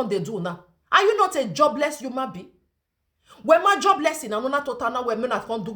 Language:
Nigerian Pidgin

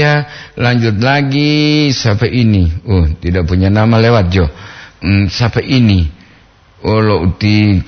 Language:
Gorontalo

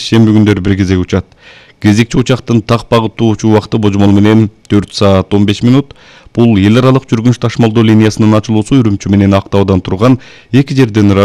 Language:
Kyrgyz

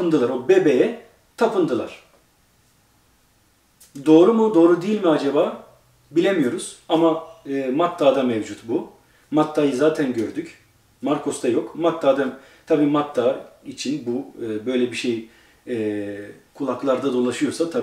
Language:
Turkish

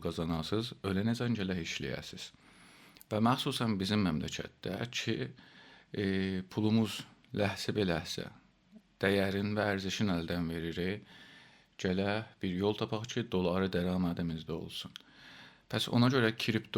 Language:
South Azerbaijani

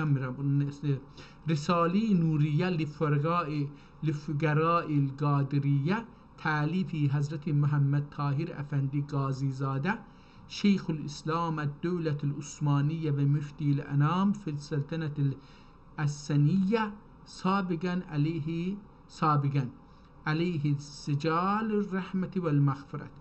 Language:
South Azerbaijani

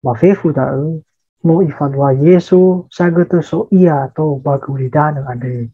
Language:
Nias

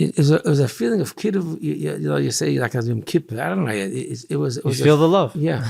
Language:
Yiddish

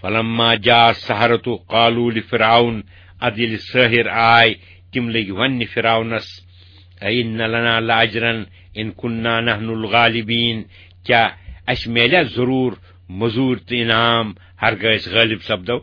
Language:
Kashmiri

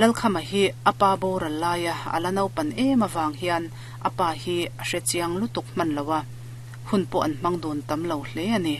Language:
Mizo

